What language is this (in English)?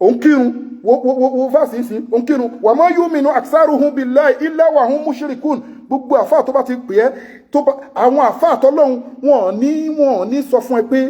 Yoruba